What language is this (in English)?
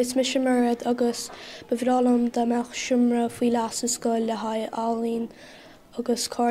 Irish